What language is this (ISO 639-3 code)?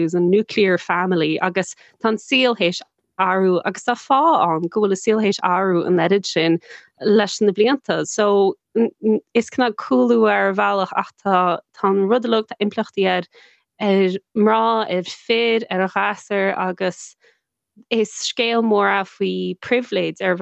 gle